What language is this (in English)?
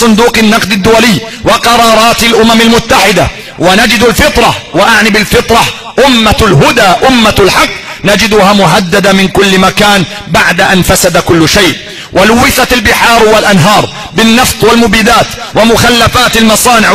Arabic